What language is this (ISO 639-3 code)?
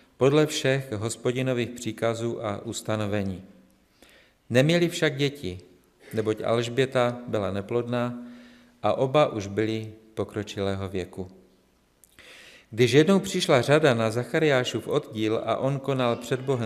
ces